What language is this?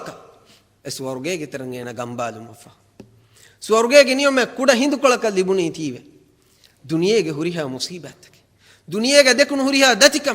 Divehi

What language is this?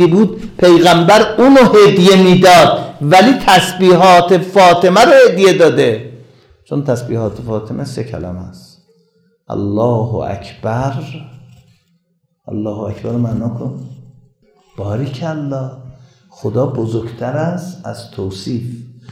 Persian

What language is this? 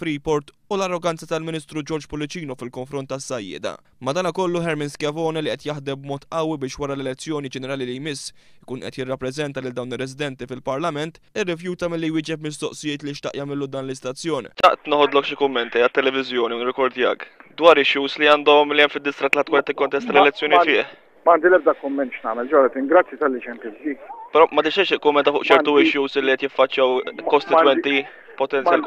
Maltese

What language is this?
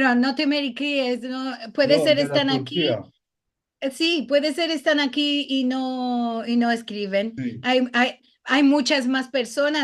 Ladino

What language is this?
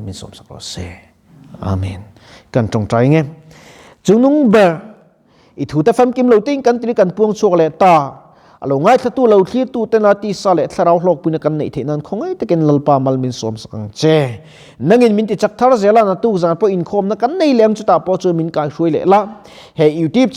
Mizo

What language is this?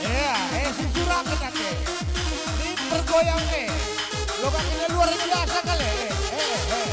Batak Karo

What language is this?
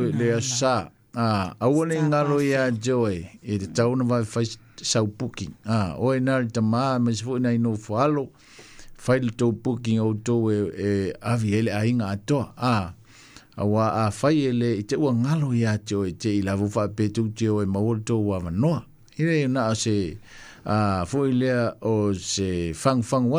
Samoan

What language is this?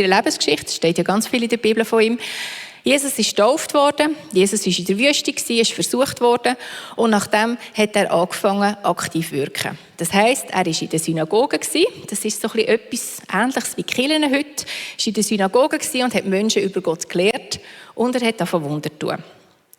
Swiss German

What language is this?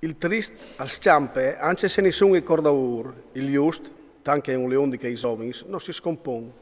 Friulian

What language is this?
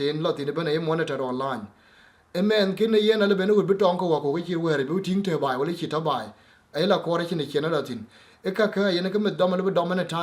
Dinka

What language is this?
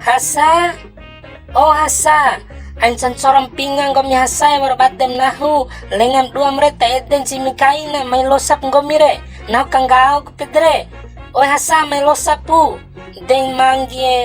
Bima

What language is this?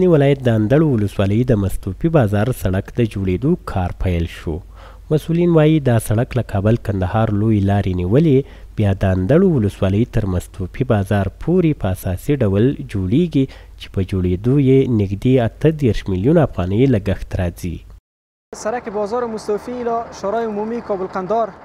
Pashto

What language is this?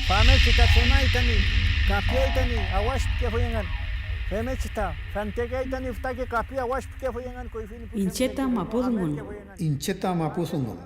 Mapuche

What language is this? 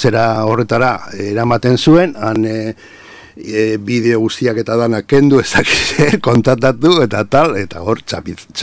Basque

